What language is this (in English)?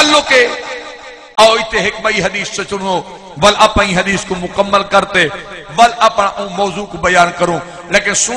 Saraiki